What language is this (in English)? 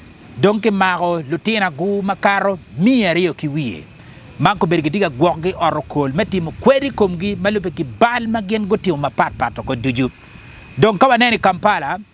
Acoli